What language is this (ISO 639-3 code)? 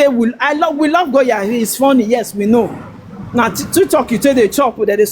pcm